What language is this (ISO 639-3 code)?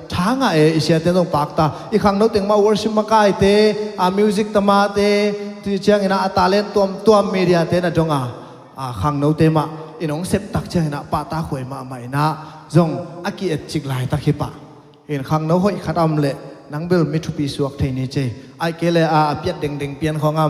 ctd